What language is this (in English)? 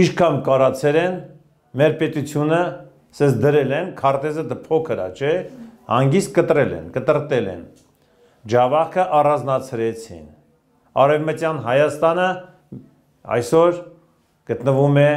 Armenian